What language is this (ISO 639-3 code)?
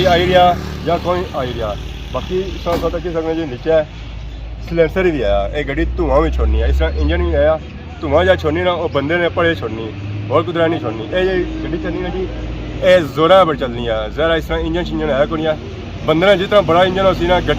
phr